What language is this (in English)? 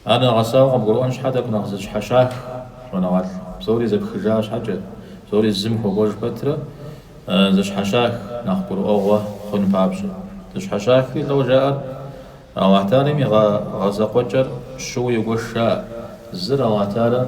Kabardian